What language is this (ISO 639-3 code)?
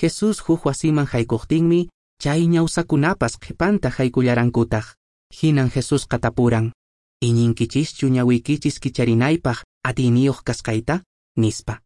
que